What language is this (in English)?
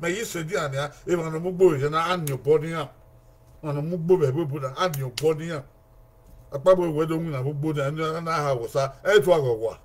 Bini